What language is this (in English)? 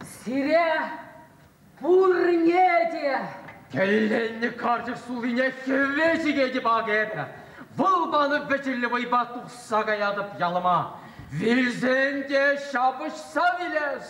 Chuvash